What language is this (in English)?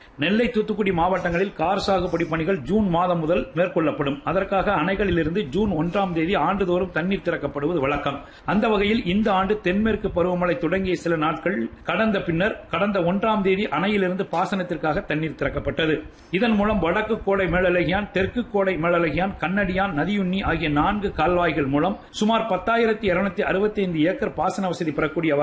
Tamil